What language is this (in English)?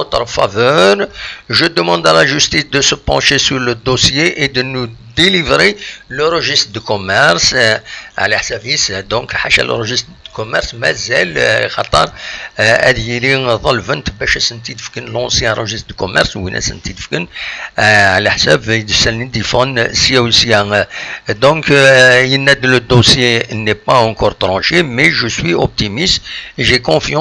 Kabyle